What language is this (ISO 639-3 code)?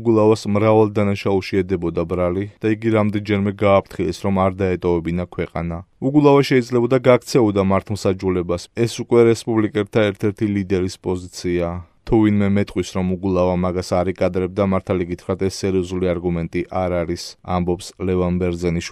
kat